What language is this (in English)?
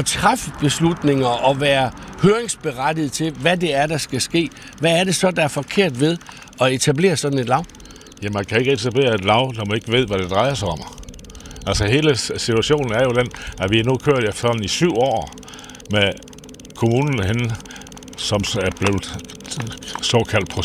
Danish